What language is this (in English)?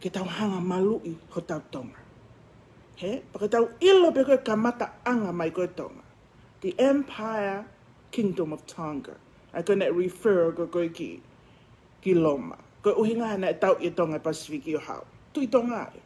Tongan